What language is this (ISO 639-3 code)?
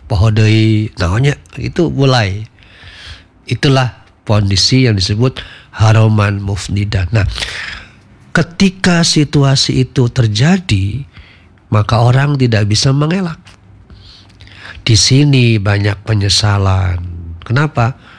ind